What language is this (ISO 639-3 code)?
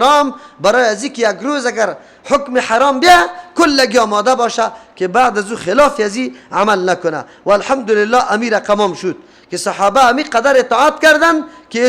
fas